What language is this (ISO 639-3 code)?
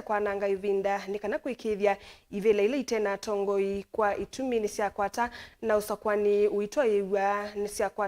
kam